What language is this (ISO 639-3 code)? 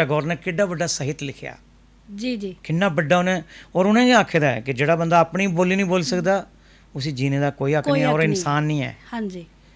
doi